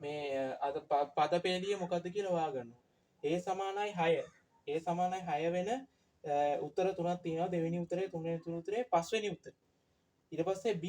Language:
Sinhala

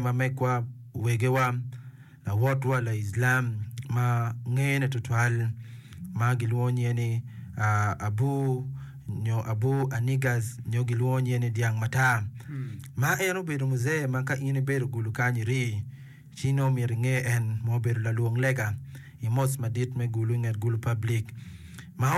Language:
Acoli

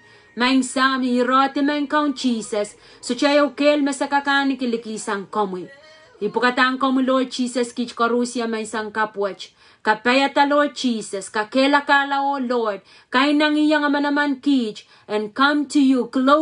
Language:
Pohnpeian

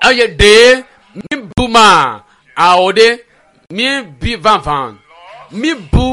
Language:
Ewe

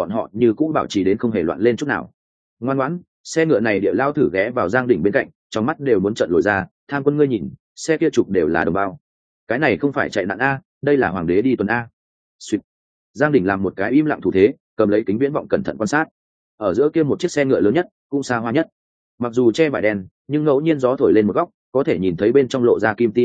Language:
Vietnamese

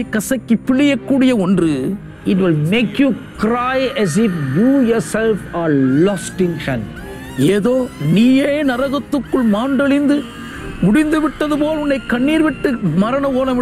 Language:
Tamil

